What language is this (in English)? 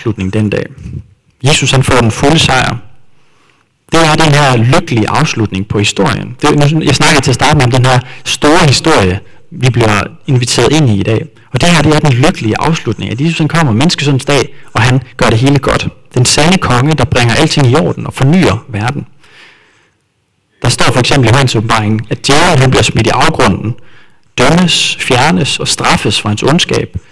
Danish